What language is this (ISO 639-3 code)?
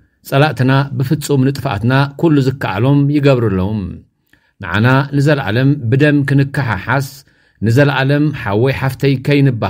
tir